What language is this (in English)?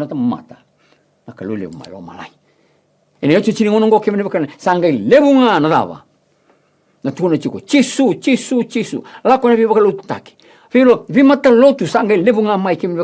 Fijian